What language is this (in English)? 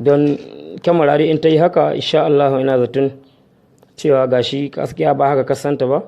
Hausa